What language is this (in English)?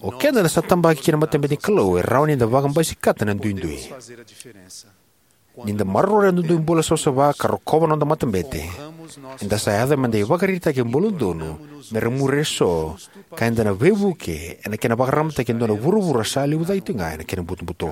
Fijian